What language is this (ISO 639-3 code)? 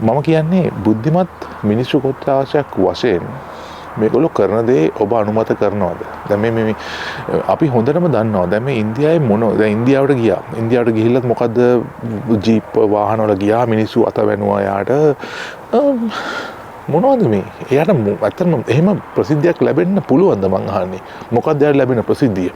sin